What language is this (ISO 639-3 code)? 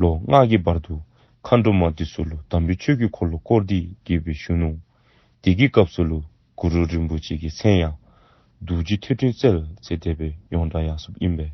dzo